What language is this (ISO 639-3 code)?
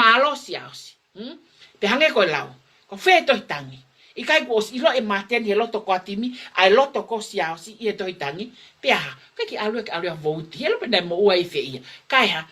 ton